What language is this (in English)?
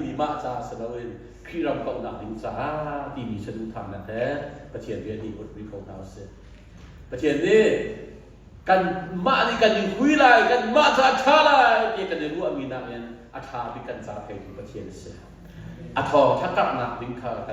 Hakha Chin